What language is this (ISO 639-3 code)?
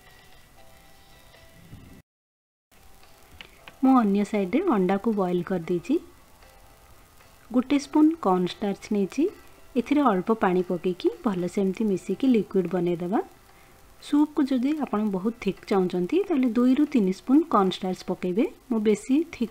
ori